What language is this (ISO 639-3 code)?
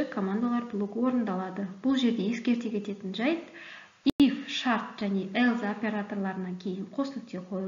kaz